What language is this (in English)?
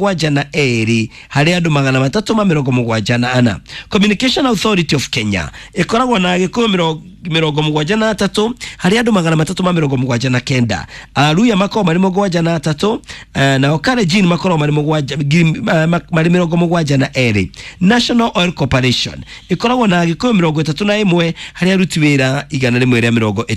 Kikuyu